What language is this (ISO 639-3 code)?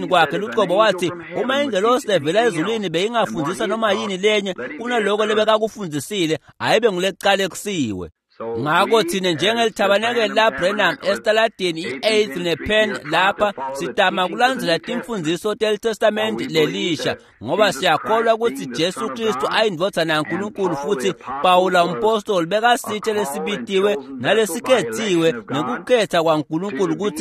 ssw